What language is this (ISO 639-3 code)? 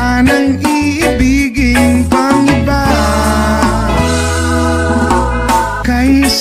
fil